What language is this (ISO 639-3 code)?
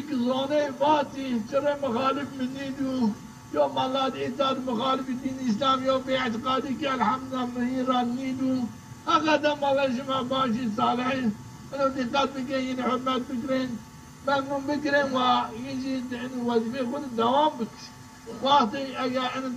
zza